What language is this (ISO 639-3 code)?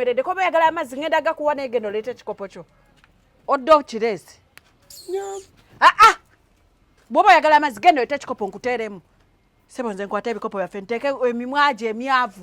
lug